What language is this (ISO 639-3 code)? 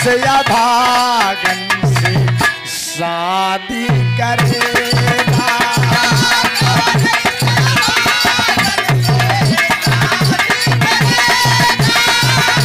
bho